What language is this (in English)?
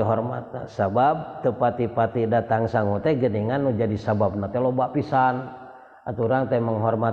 Sundanese